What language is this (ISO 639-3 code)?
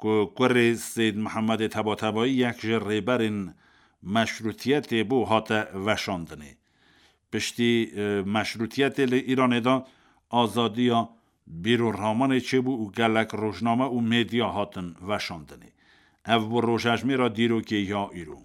kur